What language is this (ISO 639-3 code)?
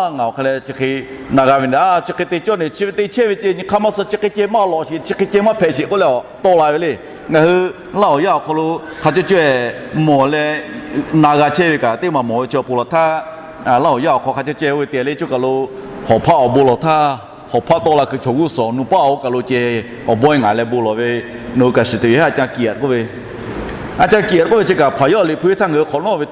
lhu